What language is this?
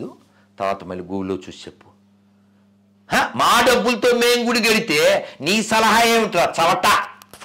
Telugu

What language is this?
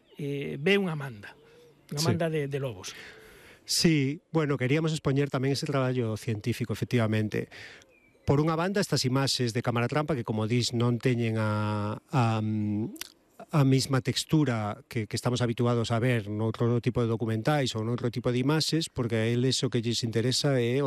Galician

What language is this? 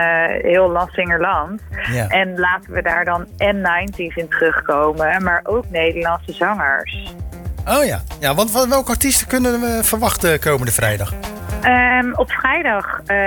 Dutch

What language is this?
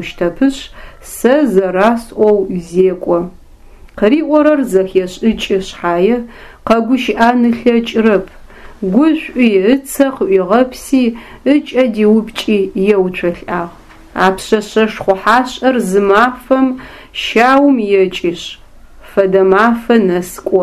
Adyghe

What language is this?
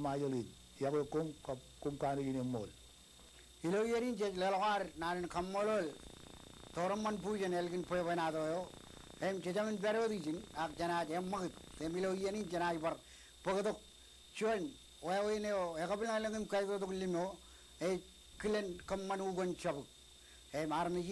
Marshallese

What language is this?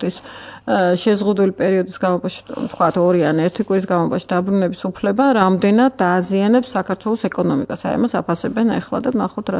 Georgian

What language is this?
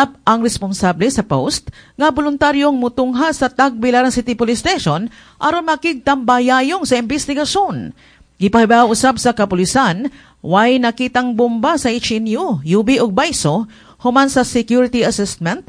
Cebuano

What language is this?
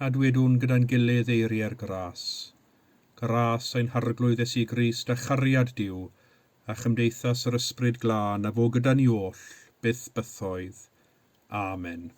Welsh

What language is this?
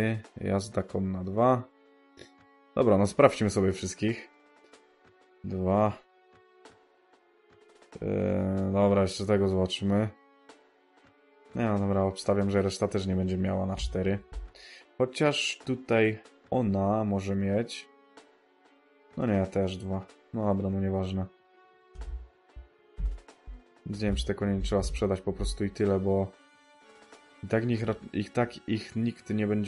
Polish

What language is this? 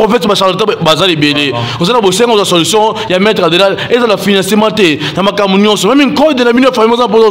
Lingala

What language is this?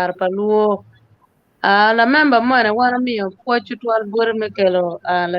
Acoli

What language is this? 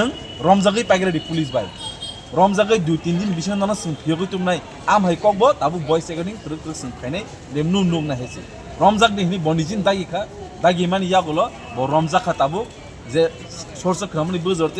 Kok Borok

